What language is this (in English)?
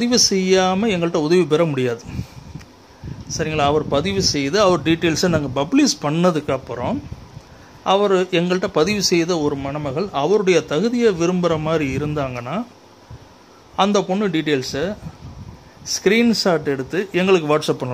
Tamil